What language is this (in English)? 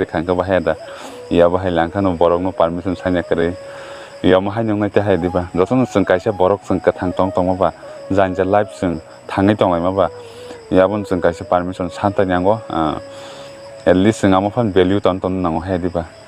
Kok Borok